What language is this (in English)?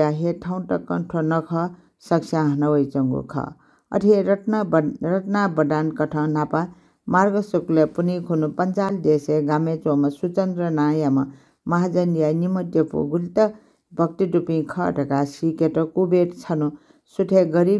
Newari